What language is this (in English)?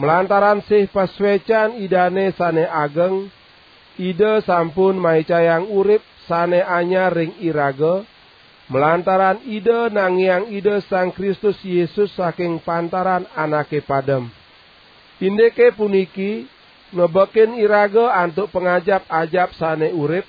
Balinese